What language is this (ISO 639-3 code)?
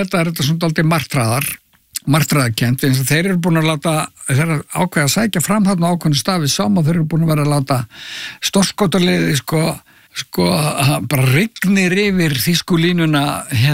isl